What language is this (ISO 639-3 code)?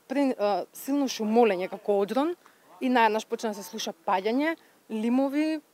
mkd